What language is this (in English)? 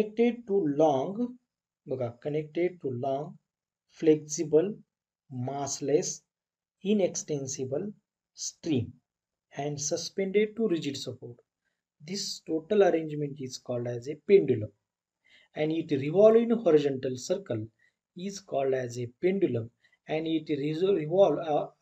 Marathi